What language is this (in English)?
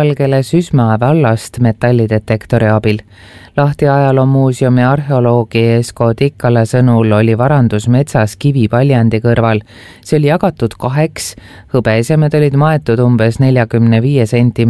Estonian